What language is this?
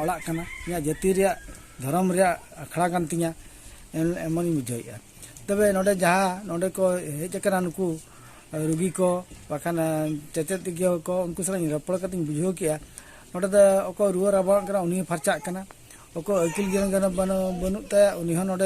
Santali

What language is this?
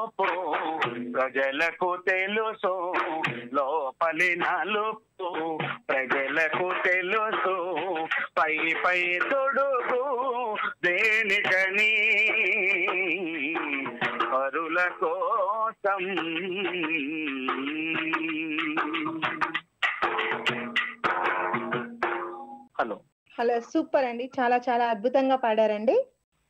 Telugu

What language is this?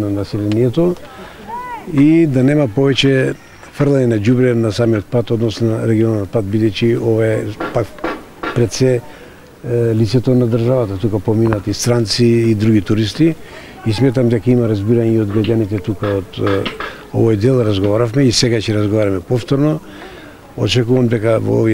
Macedonian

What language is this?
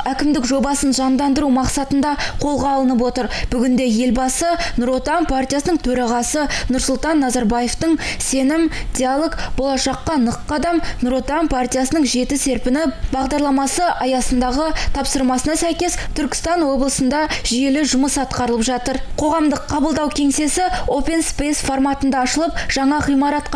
Kazakh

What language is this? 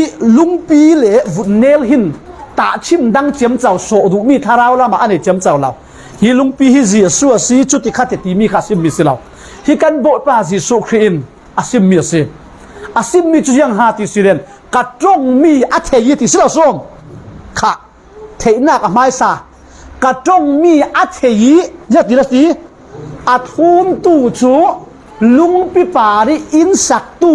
Falam Chin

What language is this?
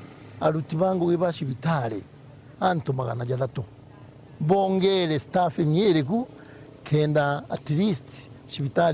Meru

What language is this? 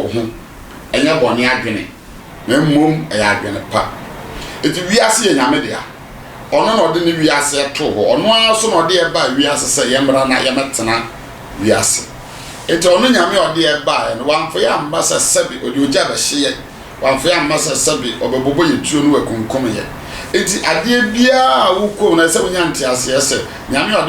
Akan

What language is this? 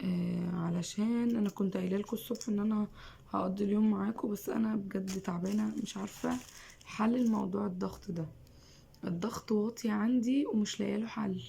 Egyptian Arabic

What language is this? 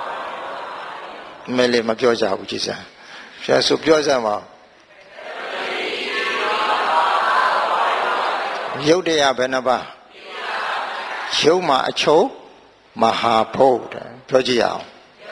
Burmese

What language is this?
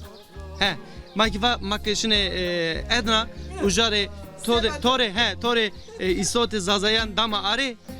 Zaza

